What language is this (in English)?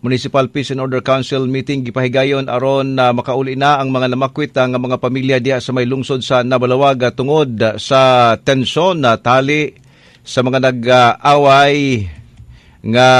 Cebuano